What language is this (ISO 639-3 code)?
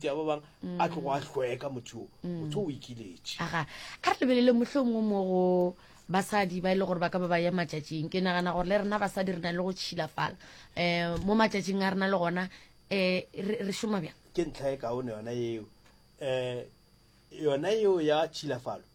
nso